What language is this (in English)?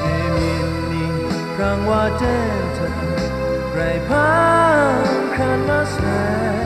Kachin